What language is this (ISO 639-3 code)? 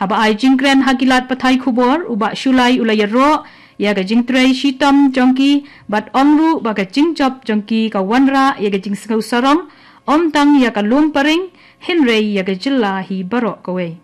kha